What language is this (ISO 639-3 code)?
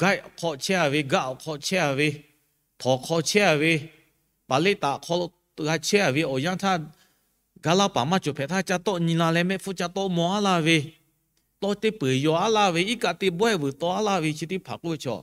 lhu